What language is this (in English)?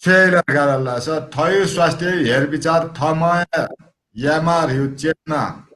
Newari